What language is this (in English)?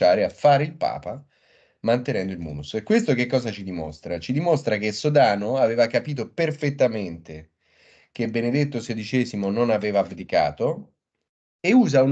Italian